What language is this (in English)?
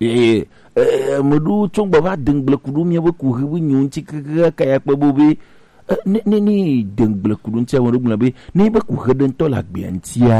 Gen